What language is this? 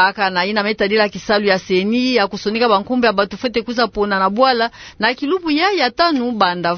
Kituba (Democratic Republic of Congo)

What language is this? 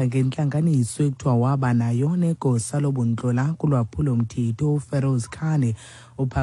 Xhosa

